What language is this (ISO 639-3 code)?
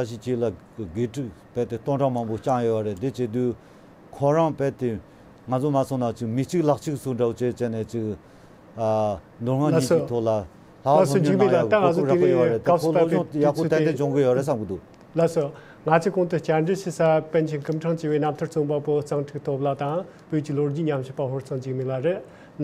bod